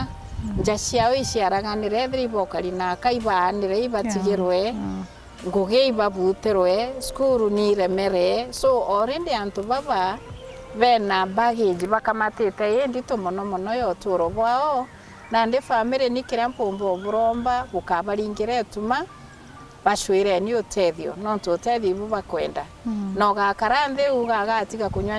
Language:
Meru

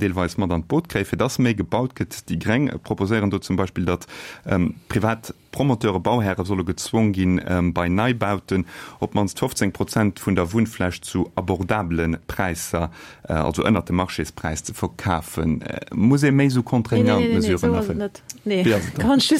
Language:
Luxembourgish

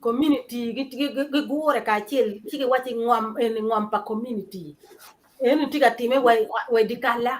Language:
Acoli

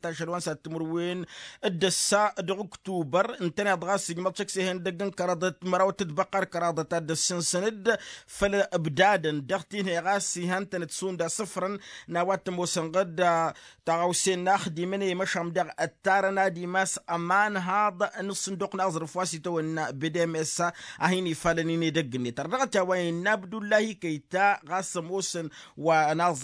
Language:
Tamasheq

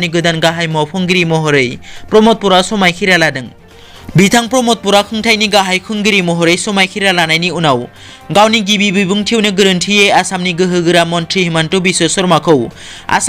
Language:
Bodo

